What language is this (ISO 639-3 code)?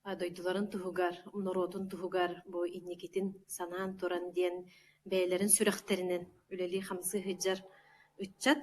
sah